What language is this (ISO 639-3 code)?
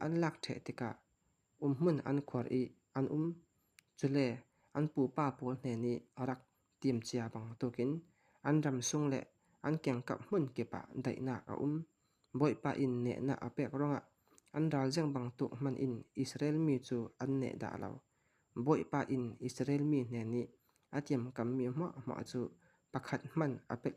cfm